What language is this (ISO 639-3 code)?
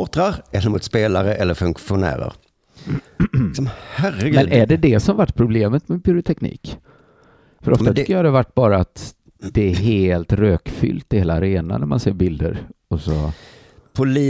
swe